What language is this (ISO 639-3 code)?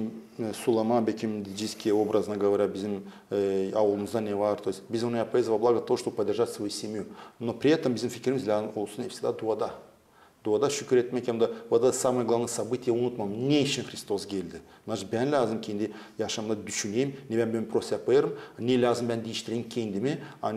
gag